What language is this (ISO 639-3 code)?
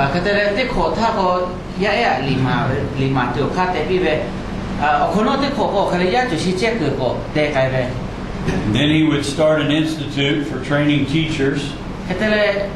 lhu